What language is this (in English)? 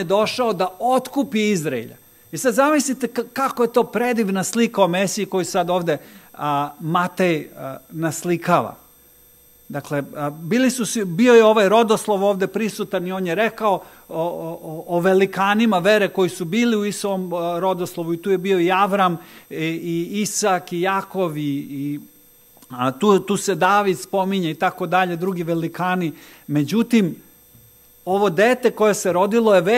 Serbian